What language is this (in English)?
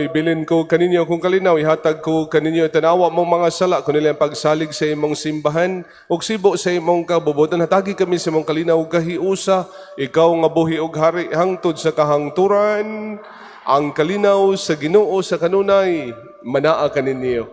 Cebuano